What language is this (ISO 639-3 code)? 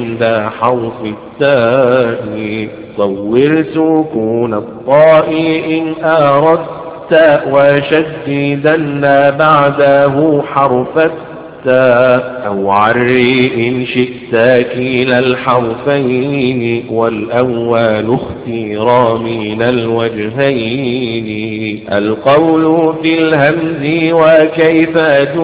ara